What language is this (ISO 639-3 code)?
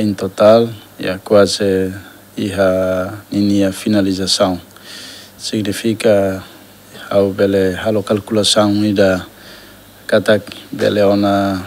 tet